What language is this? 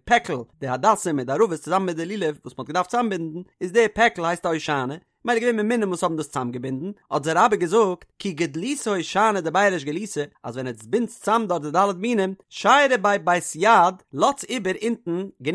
Yiddish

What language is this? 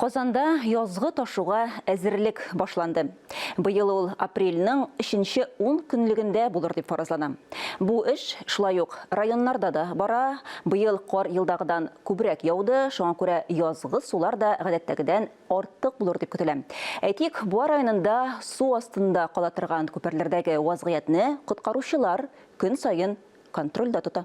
Tatar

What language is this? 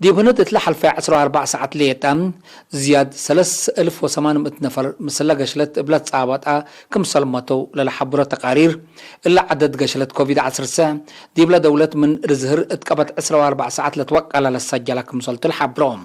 Tigre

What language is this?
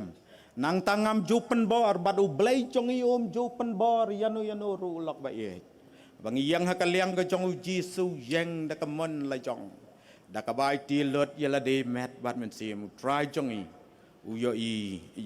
Khasi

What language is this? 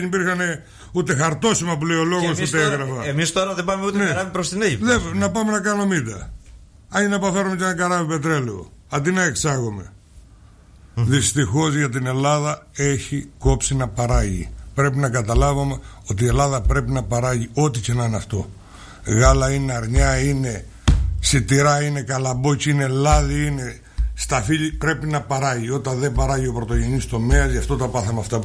Greek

